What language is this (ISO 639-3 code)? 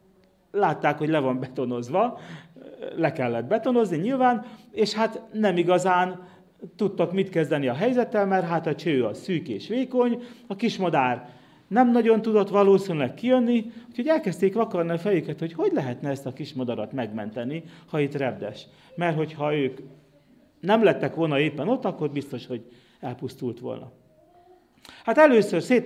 hun